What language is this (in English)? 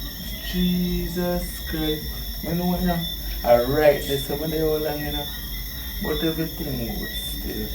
Jamaican Creole English